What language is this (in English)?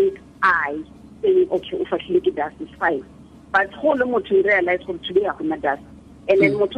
Tswana